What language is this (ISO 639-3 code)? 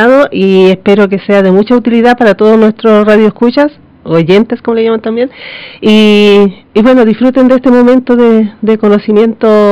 spa